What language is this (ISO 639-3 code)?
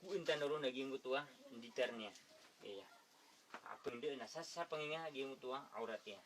mrw